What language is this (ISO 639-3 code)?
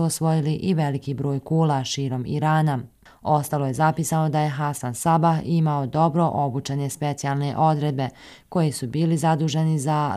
bos